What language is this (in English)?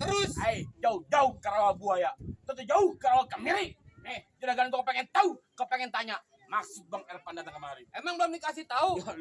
Betawi